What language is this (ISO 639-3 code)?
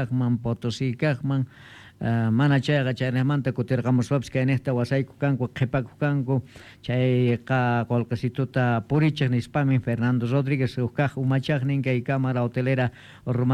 que